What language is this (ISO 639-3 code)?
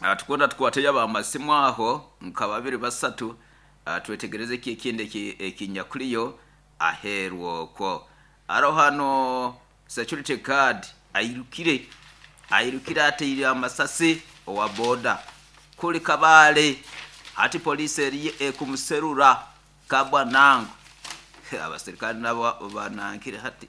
nyo